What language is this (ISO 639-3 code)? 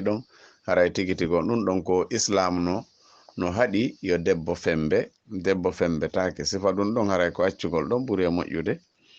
ful